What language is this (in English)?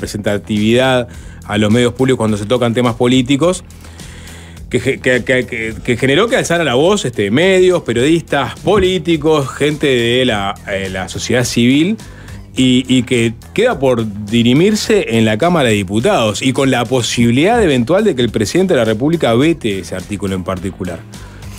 Spanish